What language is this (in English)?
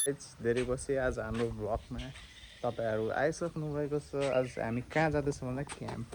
Nepali